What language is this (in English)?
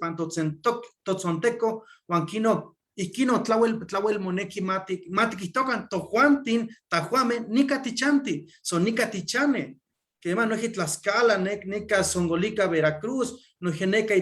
Eastern Huasteca Nahuatl